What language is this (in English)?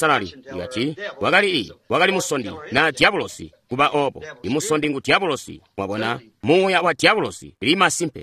Tonga (Zambia)